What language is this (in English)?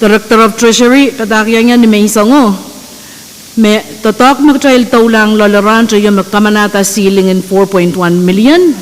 Pohnpeian